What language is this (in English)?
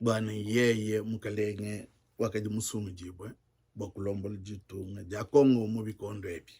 Luba-Lulua